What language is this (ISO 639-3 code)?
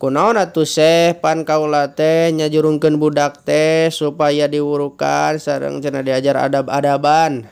sun